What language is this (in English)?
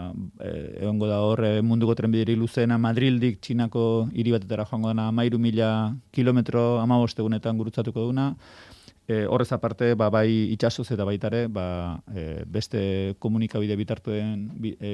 Basque